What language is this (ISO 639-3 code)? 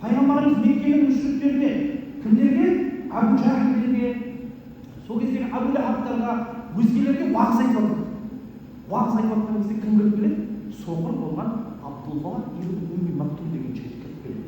kaz